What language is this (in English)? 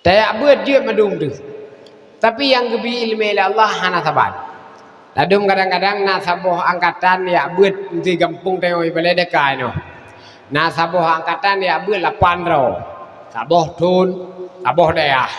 Achinese